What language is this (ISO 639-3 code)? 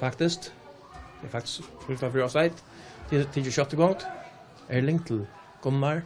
fao